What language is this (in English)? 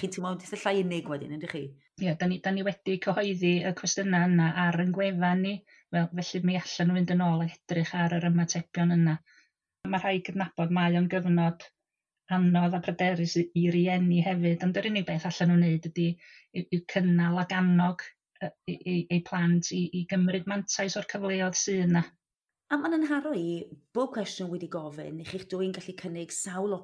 Welsh